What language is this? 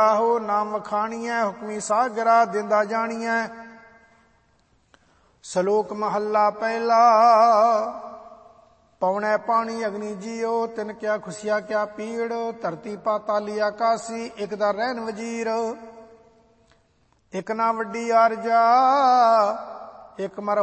Punjabi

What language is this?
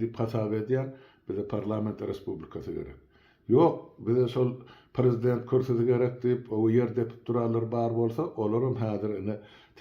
Turkmen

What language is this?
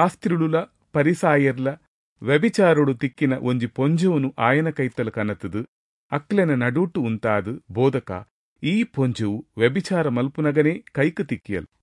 Tulu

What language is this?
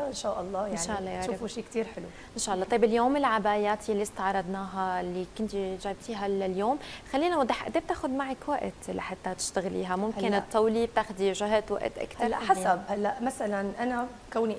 North Levantine Arabic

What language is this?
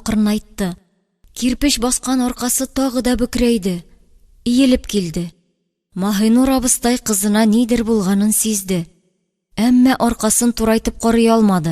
Tatar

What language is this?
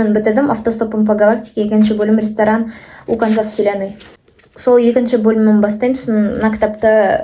Kazakh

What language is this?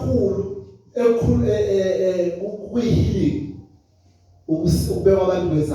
Zulu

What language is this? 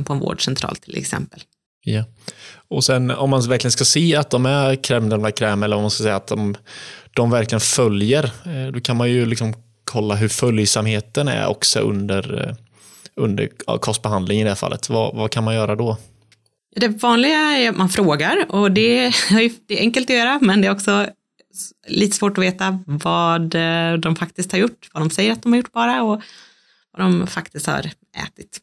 Swedish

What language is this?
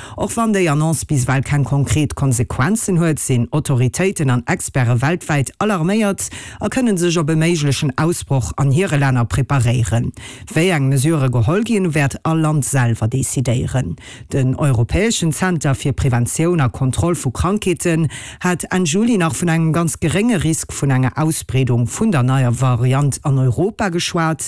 Luxembourgish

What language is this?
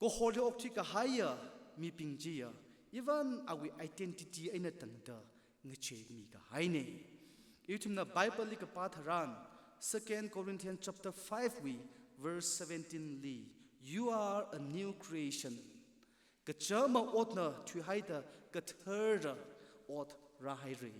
Tangkhul Naga (India)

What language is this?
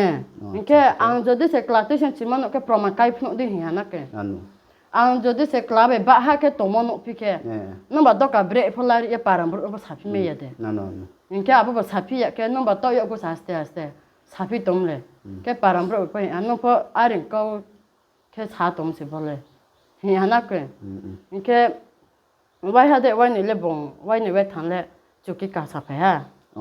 Riang (India)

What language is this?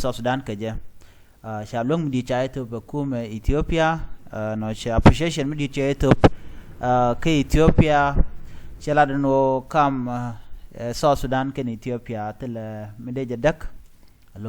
Nuer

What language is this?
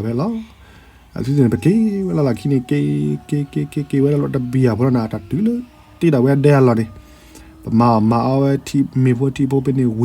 S'gaw Karen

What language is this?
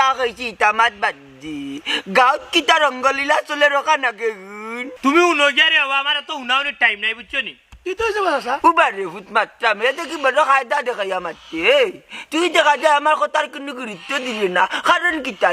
Sylheti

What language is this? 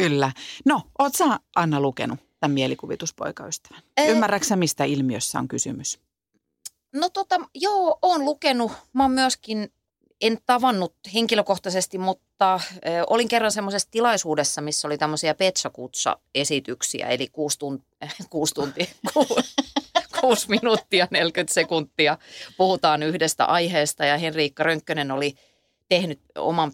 Finnish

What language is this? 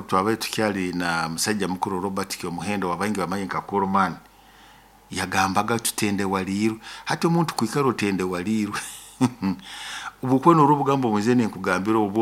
Nyoro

